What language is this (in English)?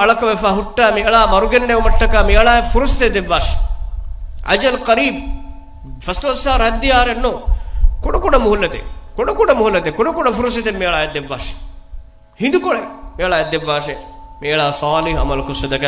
Divehi